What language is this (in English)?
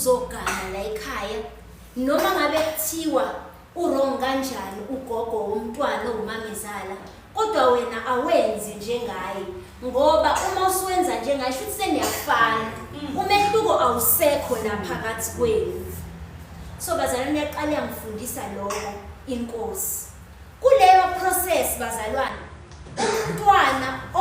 Zulu